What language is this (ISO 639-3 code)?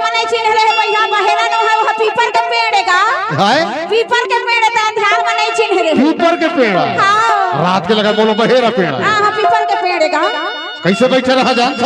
hne